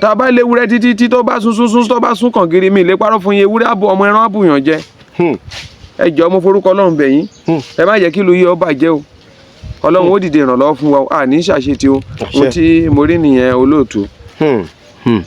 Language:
Yoruba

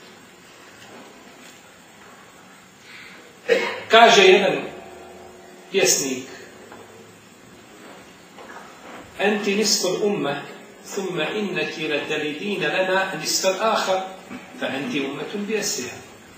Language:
Bosnian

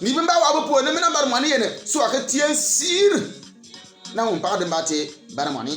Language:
Bimoba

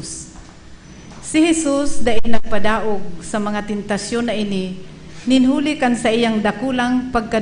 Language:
Bikol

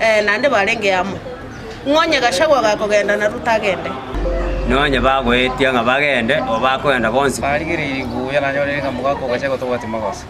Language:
Gusii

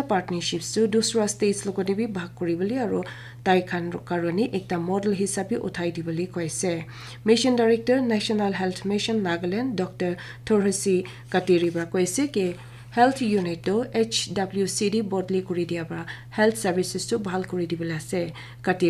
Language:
Naga Pidgin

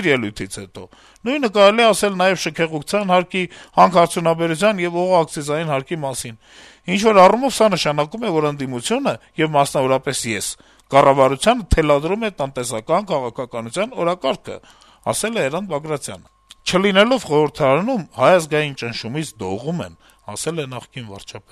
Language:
Armenian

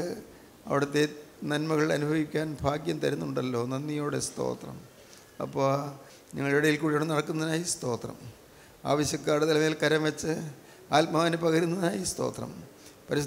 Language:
Malayalam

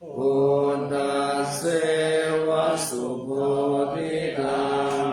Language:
Pali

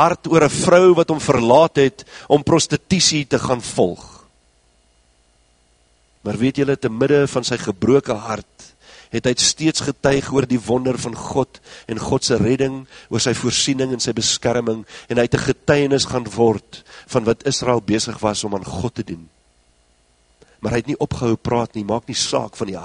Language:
Afrikaans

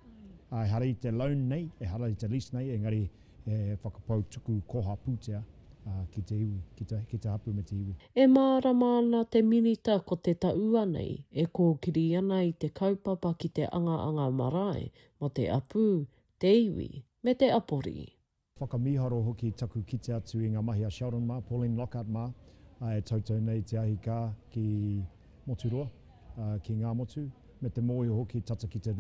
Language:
Māori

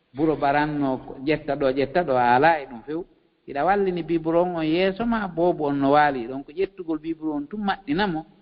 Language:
Fula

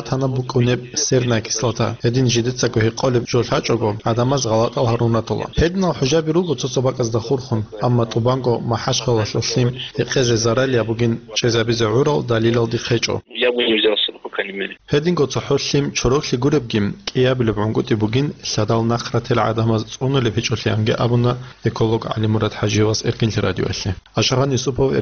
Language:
Avaric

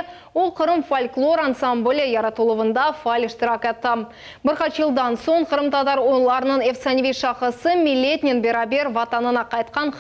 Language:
Crimean Tatar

